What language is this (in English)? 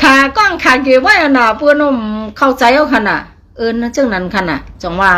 Shan